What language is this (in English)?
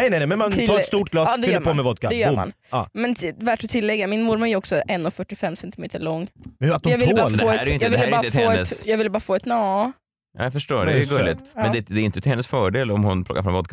Swedish